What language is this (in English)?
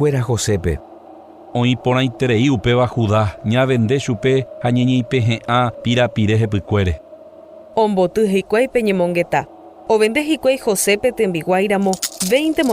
Guarani